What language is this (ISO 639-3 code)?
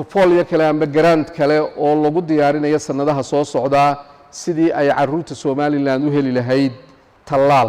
som